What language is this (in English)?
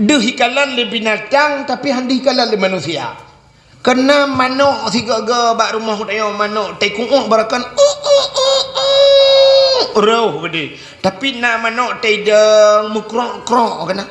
Achinese